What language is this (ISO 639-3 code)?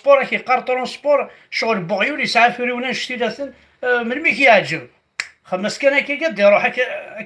kab